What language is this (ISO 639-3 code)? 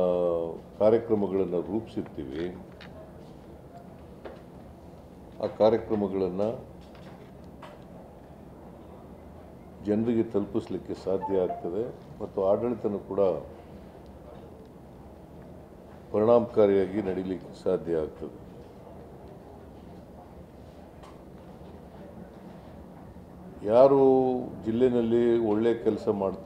kan